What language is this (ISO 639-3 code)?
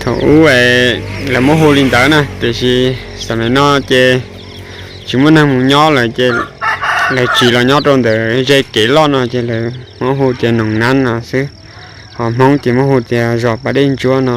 hmn